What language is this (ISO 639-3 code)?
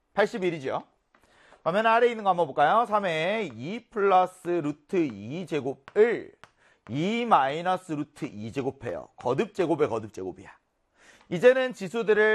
kor